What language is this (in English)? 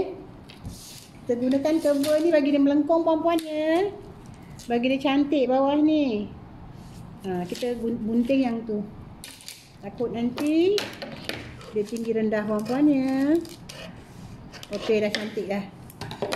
Malay